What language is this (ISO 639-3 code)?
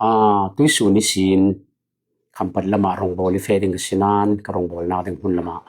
cfm